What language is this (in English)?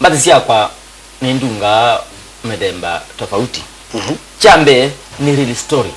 Kamba